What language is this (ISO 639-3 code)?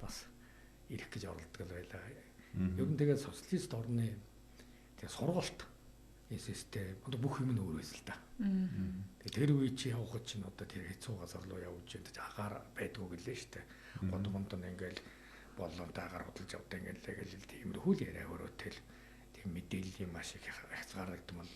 mon